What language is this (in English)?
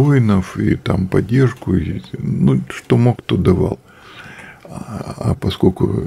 Russian